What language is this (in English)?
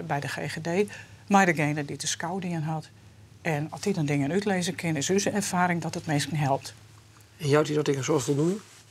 Western Frisian